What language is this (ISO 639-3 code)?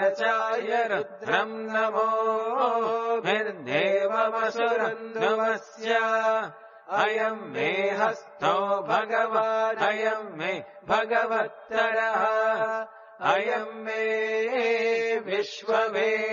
san